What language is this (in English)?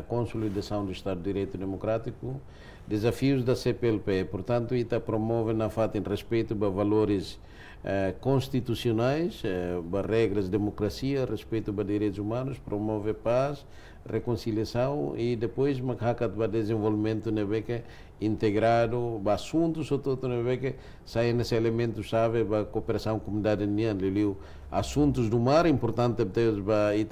Tetum